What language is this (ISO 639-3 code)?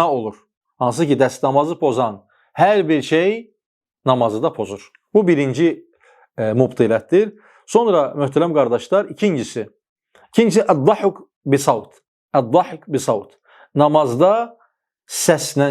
aze